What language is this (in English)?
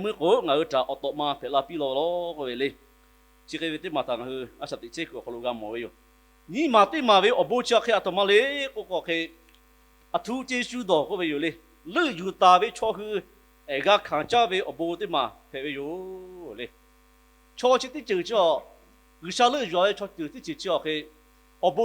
Lahu